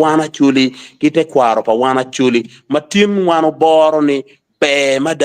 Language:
Acoli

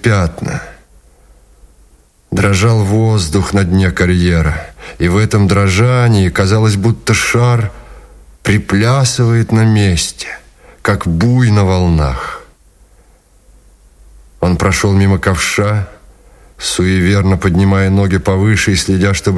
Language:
Russian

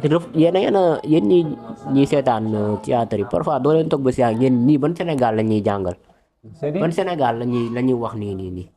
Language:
Wolof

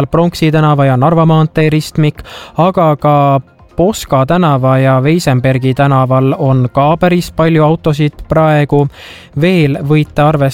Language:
Estonian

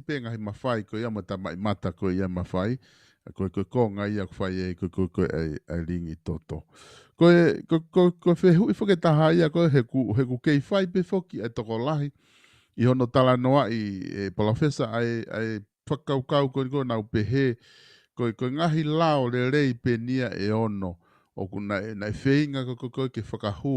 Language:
Tongan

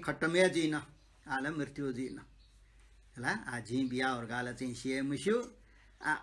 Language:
Newari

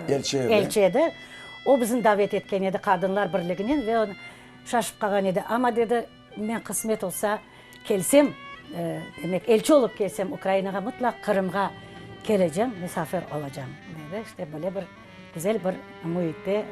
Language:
Crimean Tatar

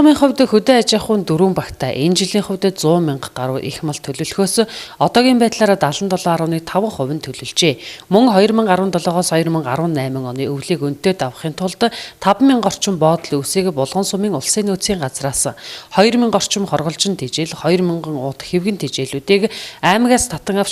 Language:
Mongolian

